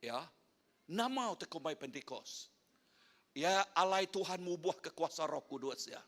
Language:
Iban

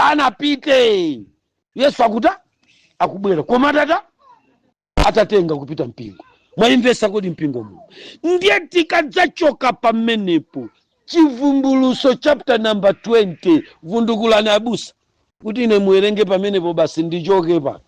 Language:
Nyanja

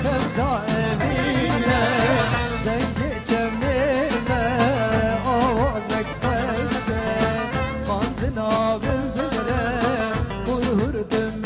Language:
Kurdish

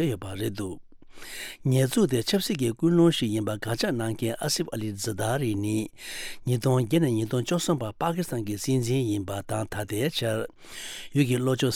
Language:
Tibetan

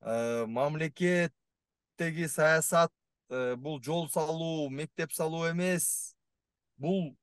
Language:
Kyrgyz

